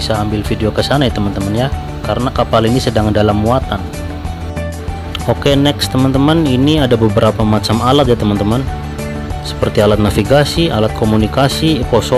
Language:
Indonesian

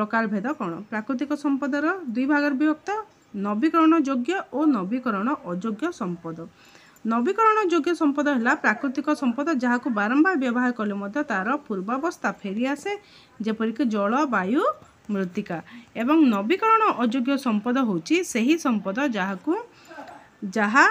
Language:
Odia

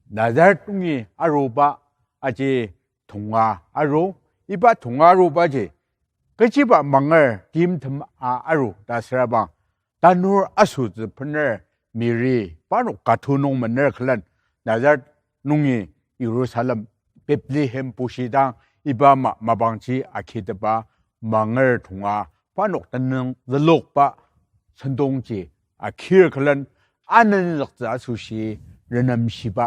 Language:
Ao Naga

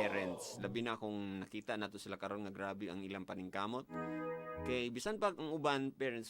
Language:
Cebuano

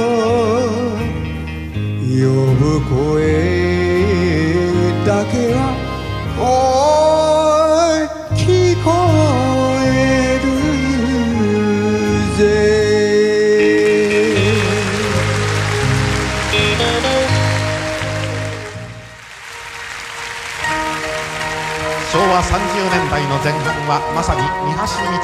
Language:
Japanese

